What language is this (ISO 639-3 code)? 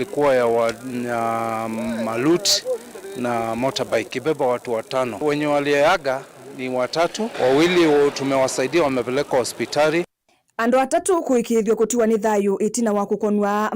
kam